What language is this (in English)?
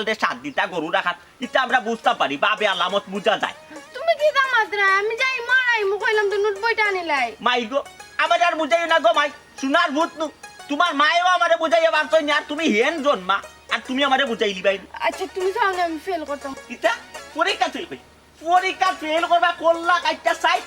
Sylheti